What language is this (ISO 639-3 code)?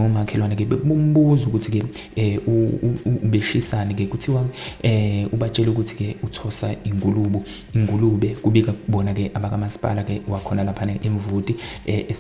zul